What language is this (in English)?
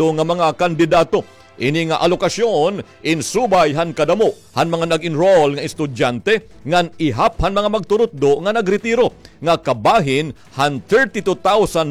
Waray